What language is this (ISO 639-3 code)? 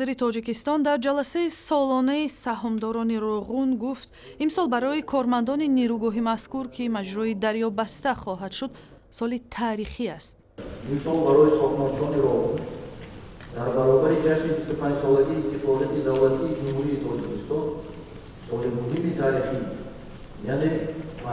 tgk